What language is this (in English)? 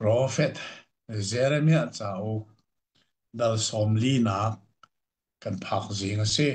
Hakha Chin